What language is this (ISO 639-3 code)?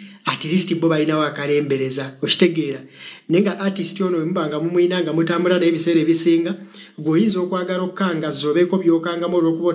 lug